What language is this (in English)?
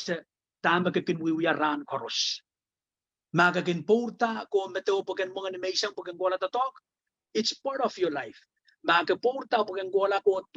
Pohnpeian